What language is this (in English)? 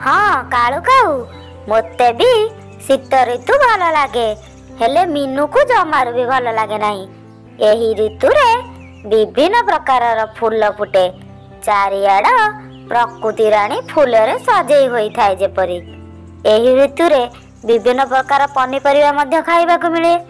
Odia